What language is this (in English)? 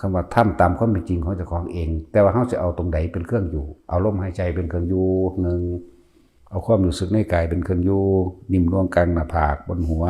Northeastern Thai